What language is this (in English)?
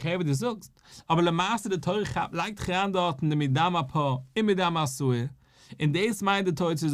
Yiddish